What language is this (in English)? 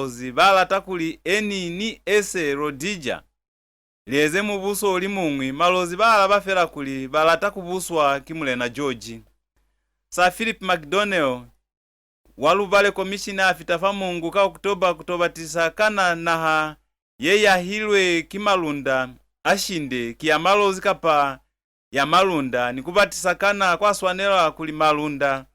Lozi